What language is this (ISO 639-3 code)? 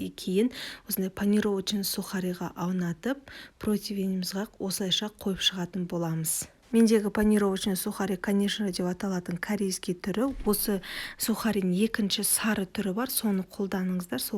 kaz